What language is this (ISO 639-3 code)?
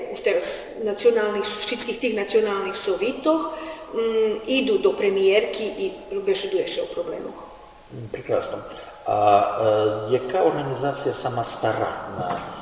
rue